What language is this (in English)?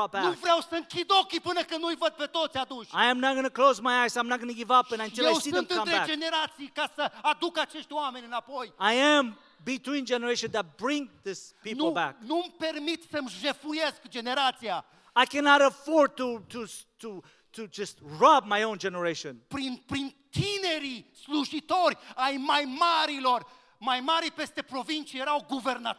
Romanian